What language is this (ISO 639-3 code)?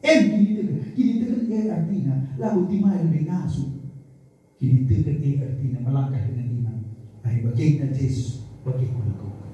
btx